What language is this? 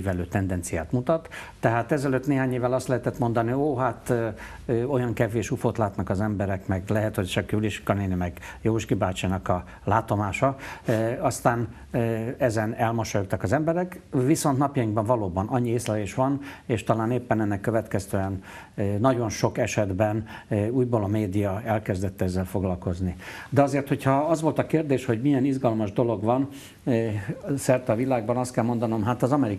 Hungarian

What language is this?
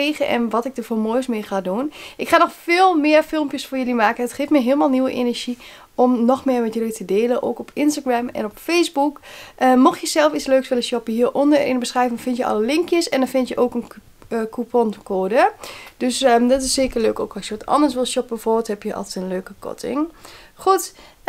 Dutch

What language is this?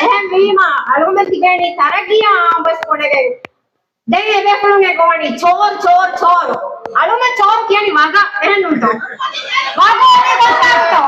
Divehi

